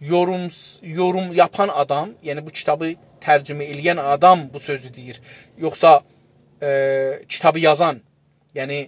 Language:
South Azerbaijani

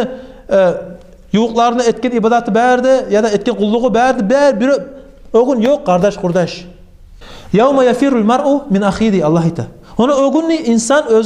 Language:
Kumyk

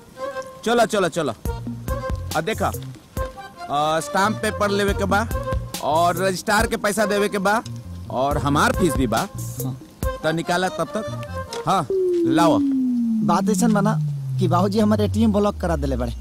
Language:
Bhojpuri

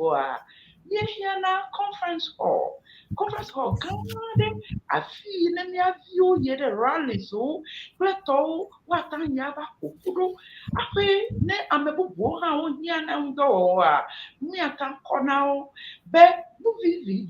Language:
Ewe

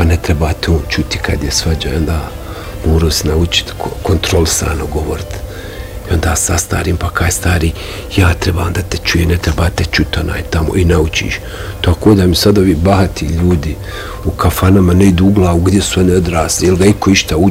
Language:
Bosnian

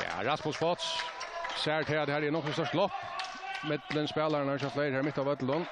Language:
Faroese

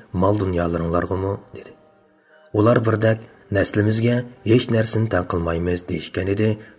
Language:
Uyghur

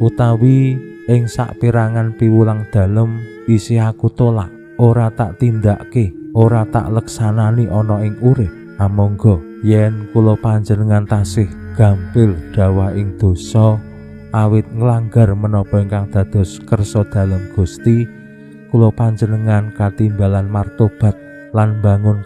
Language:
Javanese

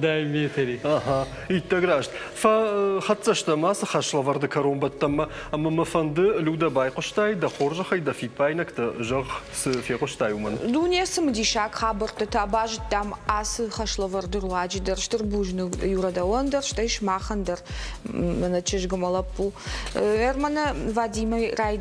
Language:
Ossetic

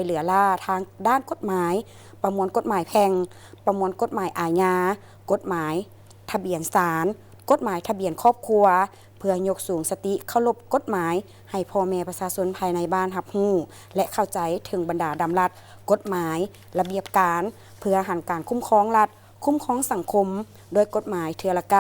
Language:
Lao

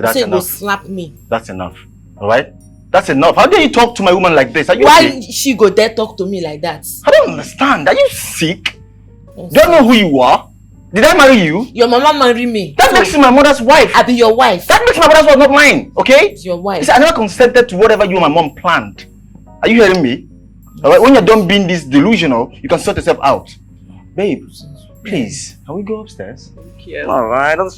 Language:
Nigerian Pidgin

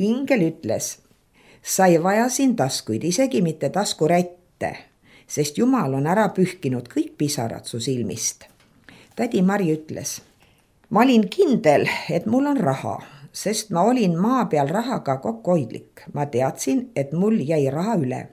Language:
Estonian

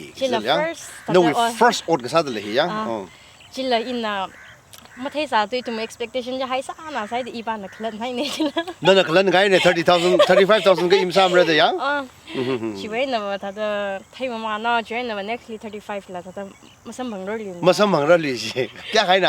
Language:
Tangkhul Naga (India)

